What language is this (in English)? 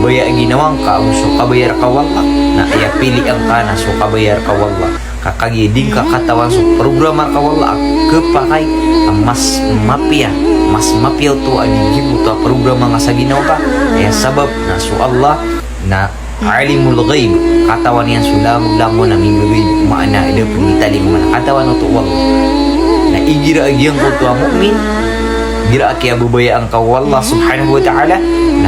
Maranao